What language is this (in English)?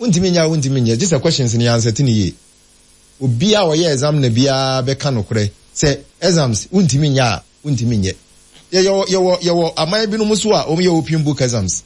Akan